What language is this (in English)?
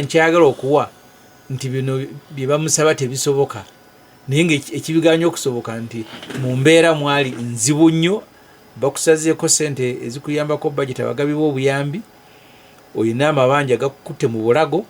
Ganda